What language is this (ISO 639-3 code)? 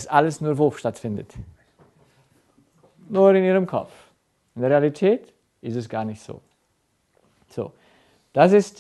deu